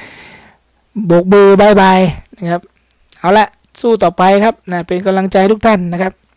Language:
Thai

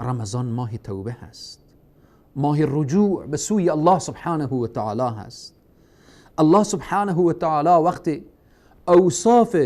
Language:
Persian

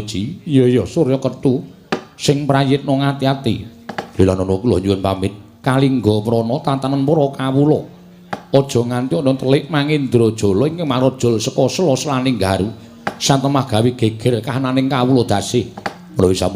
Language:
Javanese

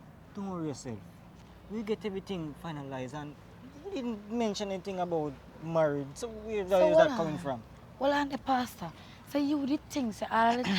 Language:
Jamaican Creole English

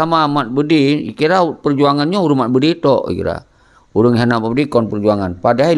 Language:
Achinese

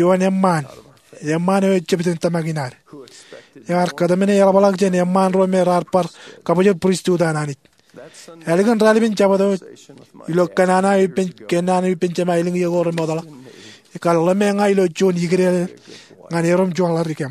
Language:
Marshallese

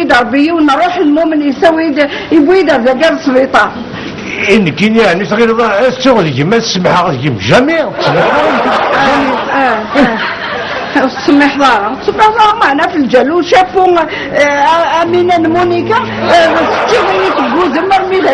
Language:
Kabyle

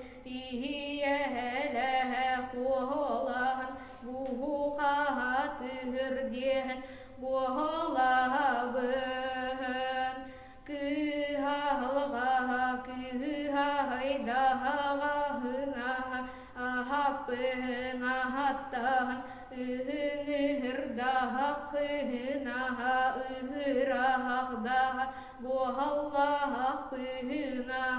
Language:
Yakut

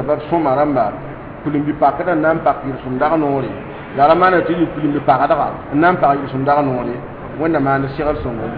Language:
Mossi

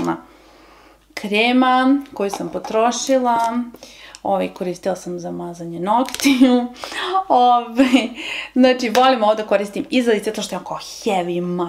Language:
Serbian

